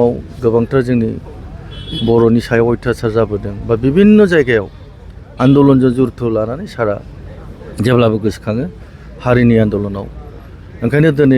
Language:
Bodo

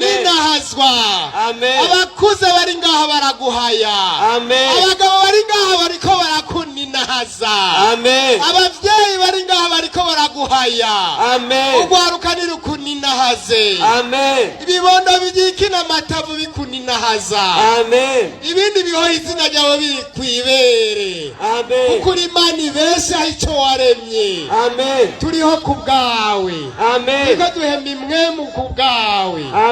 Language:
Rundi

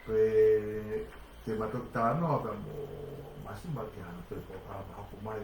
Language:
Tongan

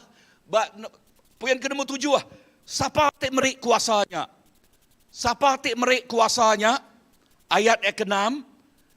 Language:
Iban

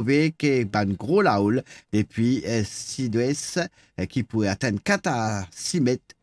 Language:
Morisyen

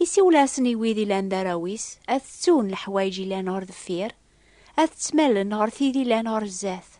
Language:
Kabyle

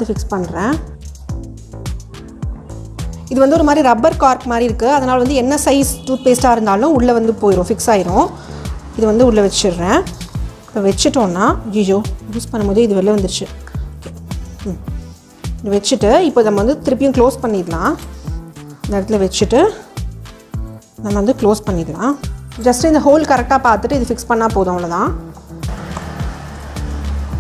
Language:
Tamil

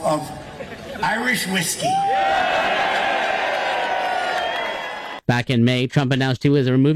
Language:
English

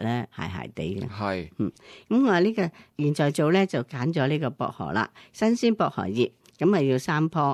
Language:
Cantonese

